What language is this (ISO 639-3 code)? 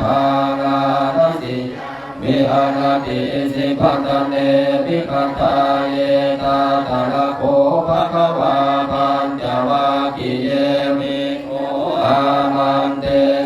pli